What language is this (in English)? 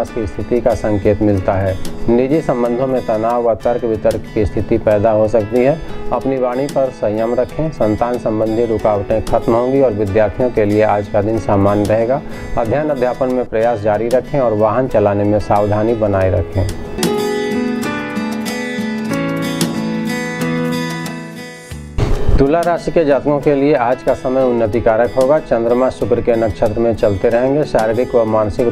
Hindi